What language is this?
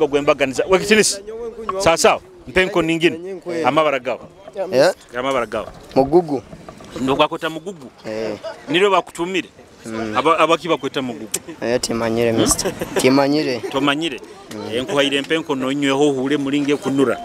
Nyoro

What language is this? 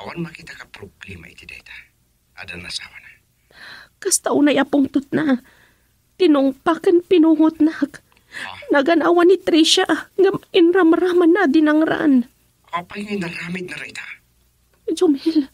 Iloko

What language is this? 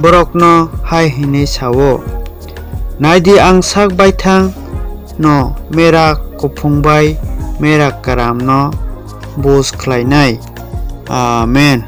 Kok Borok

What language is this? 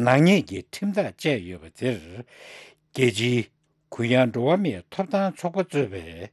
Tibetan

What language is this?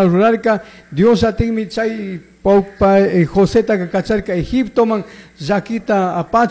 Chimborazo Highland Quichua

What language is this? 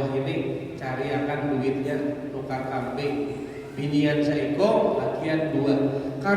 Banjar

